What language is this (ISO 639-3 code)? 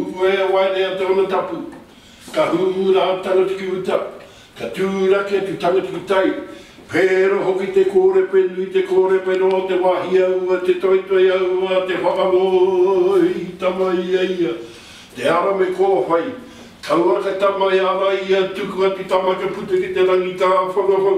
mri